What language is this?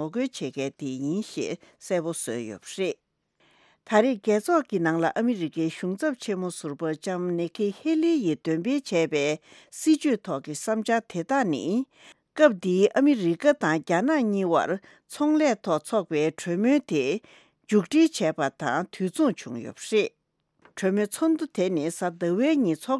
Tibetan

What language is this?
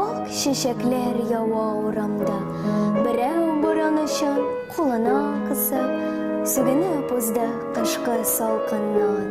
Tatar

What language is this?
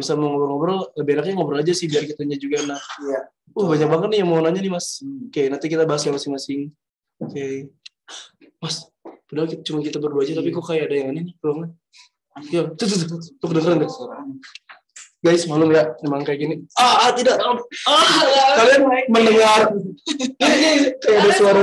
Indonesian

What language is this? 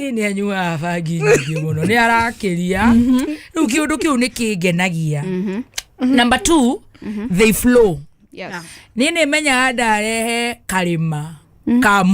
Kikuyu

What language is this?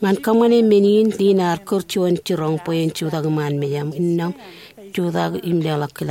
Marshallese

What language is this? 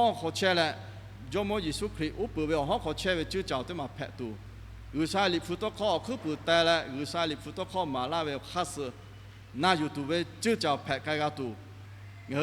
Lahu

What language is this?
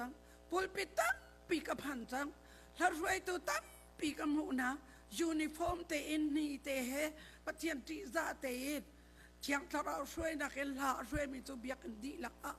Hakha Chin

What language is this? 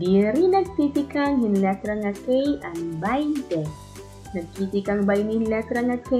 Waray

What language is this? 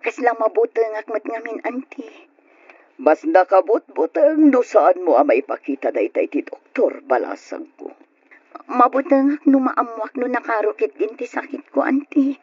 Iloko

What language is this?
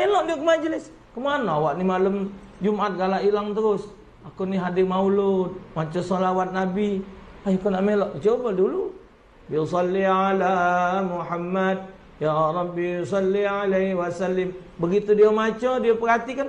Musi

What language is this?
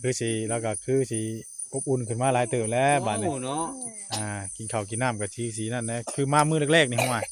Northeastern Thai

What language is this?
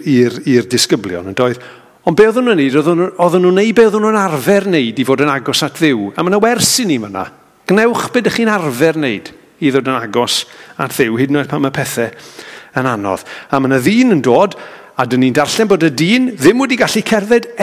Welsh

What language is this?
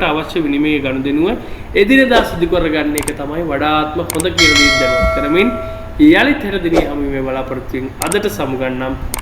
Sinhala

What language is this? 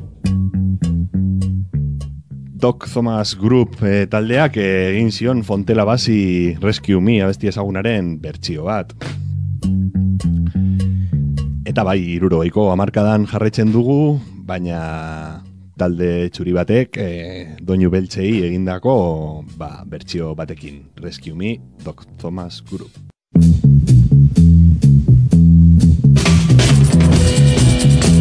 Basque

